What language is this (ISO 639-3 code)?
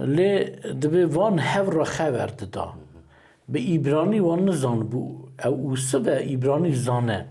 kur